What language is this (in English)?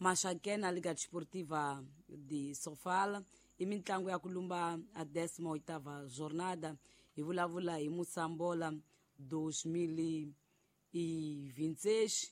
Tsonga